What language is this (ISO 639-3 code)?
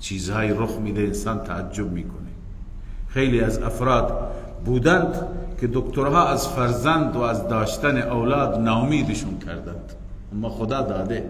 fas